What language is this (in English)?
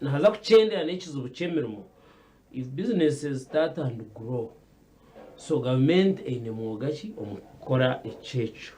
Nyankole